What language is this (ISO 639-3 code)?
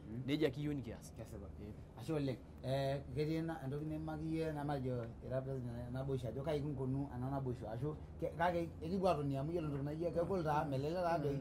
mas